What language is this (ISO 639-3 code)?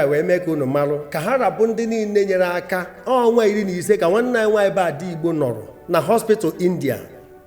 ibo